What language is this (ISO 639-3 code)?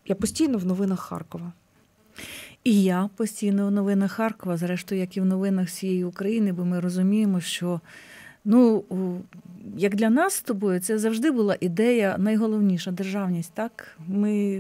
ukr